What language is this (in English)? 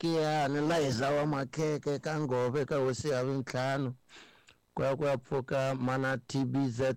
Tsonga